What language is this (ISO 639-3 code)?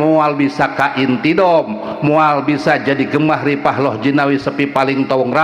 sun